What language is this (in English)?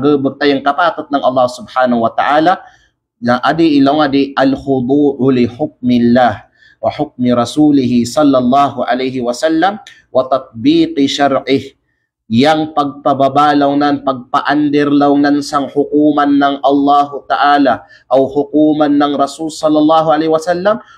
Kalagan